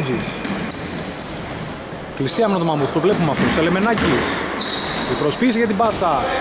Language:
Greek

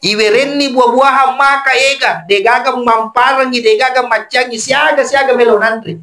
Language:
Buginese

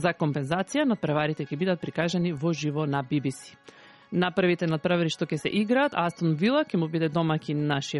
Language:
Macedonian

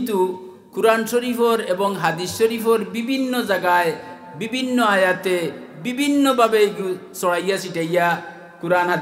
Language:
Sylheti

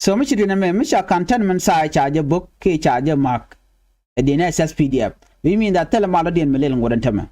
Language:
Nuer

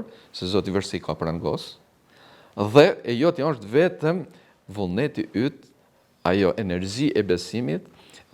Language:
Albanian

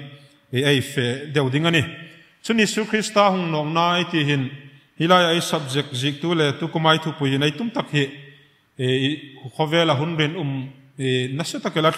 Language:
Hmar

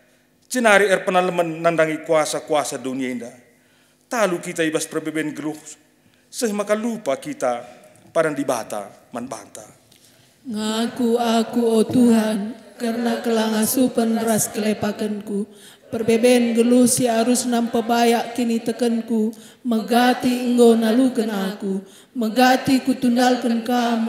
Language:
Batak Karo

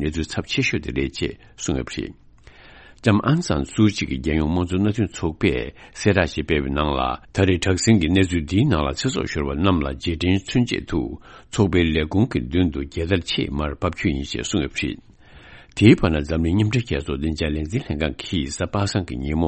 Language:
Tibetan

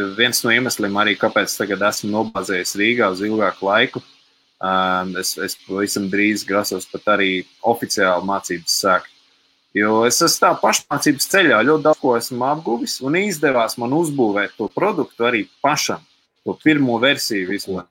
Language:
Latvian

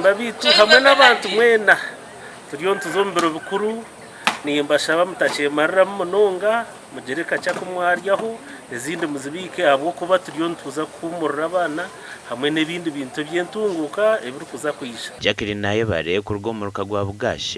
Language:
Nyankole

